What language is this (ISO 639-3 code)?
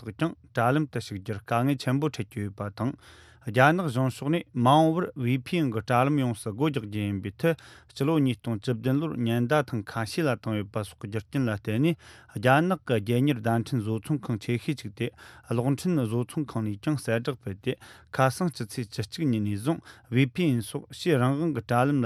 bod